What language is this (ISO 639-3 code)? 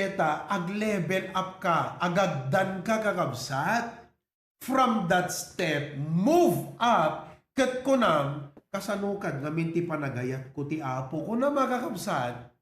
ilo